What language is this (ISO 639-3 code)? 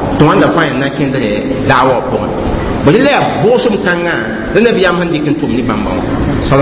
mos